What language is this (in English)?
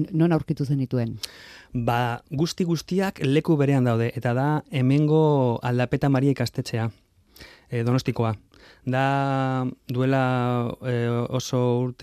Basque